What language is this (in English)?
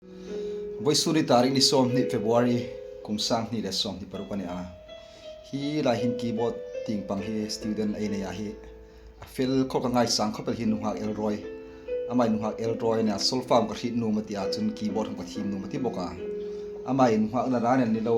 Hmar